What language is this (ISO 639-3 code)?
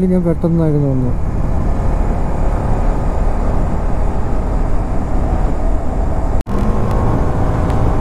mal